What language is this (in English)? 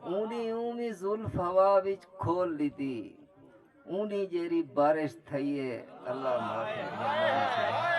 Saraiki